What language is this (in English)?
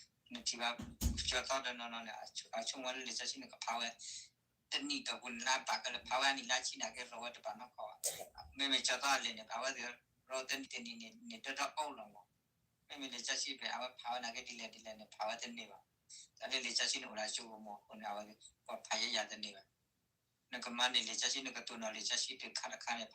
S'gaw Karen